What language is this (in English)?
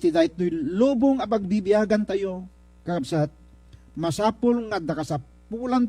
Iloko